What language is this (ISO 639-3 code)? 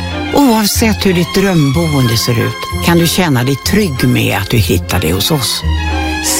swe